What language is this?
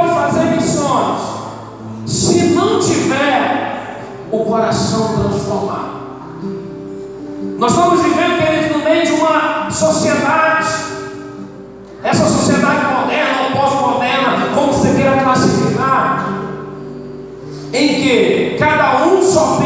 Portuguese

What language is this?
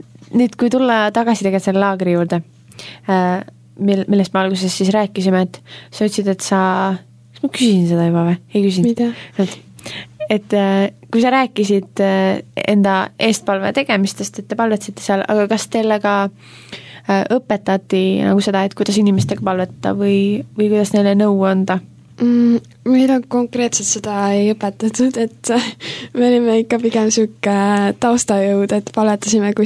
Estonian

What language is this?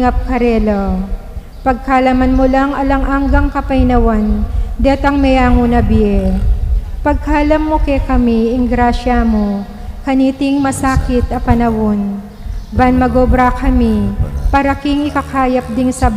Pampanga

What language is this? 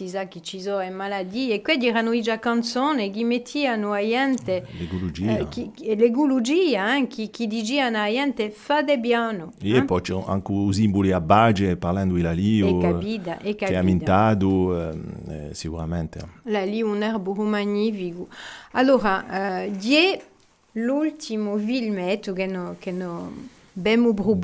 Corsican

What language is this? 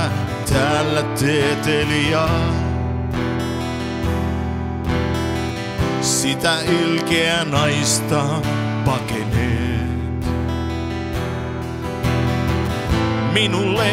Finnish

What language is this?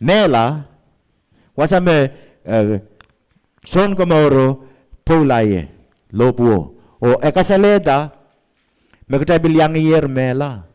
Pohnpeian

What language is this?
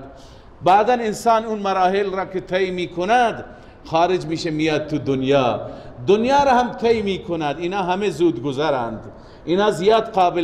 Persian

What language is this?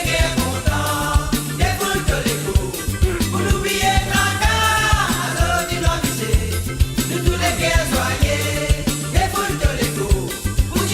Morisyen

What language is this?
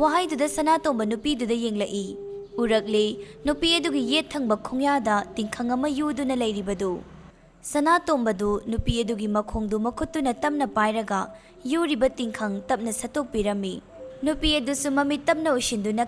Manipuri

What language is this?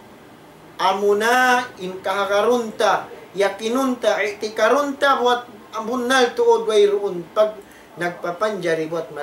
Tausug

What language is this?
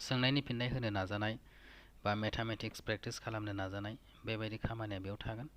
Bodo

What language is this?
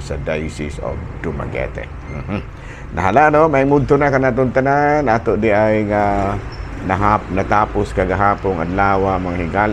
Cebuano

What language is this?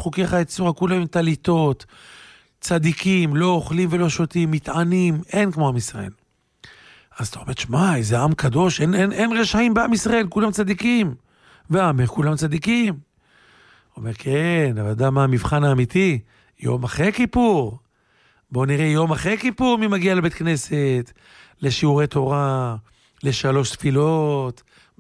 Hebrew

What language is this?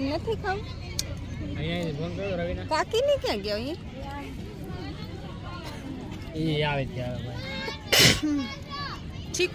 Gujarati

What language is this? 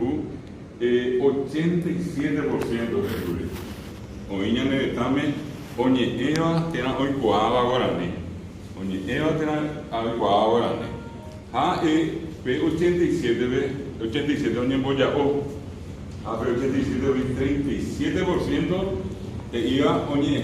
Guarani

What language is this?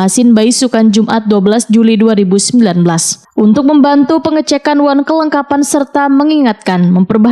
Banjar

